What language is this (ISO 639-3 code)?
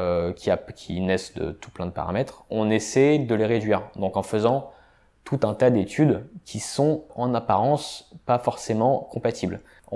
fra